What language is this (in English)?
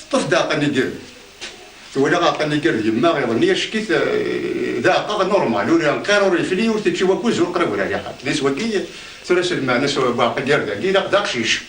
Kabyle